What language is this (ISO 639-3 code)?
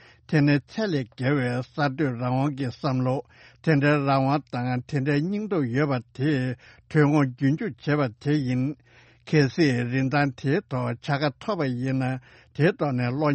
bod